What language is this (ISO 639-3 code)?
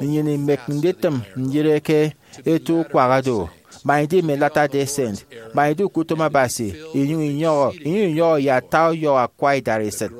efi